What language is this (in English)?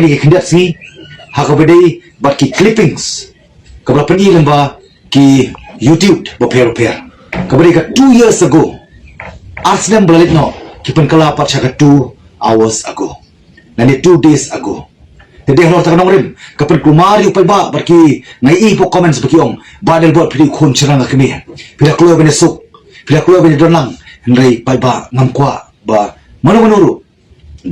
Khasi